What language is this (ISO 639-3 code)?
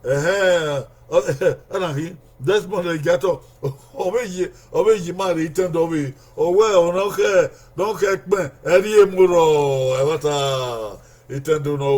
bin